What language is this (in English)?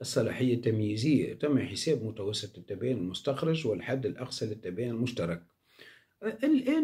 Arabic